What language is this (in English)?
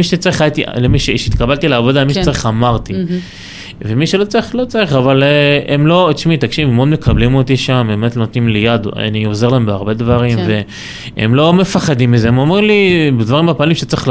Hebrew